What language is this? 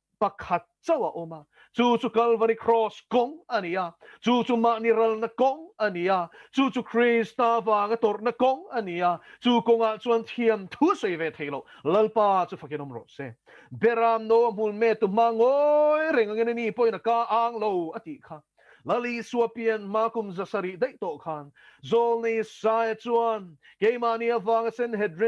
Mizo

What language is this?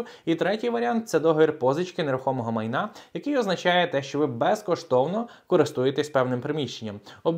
Ukrainian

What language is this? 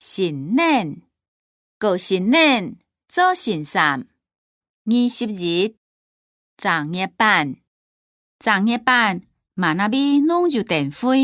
Hakka Chinese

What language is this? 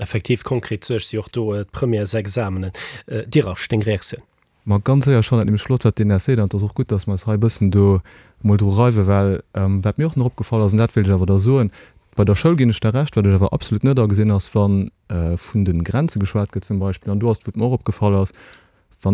Luxembourgish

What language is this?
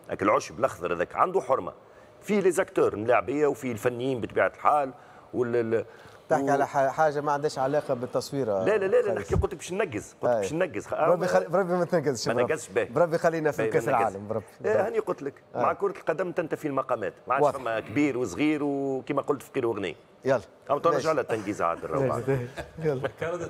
Tunisian Arabic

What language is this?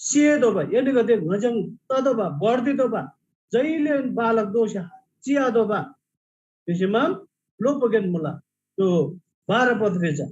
Eastern Tamang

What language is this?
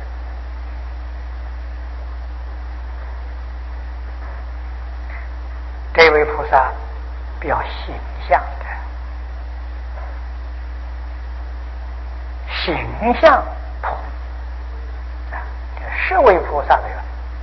Chinese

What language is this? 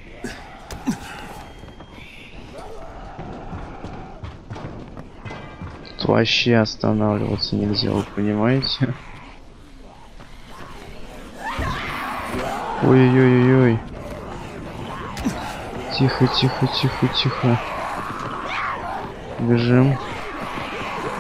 Russian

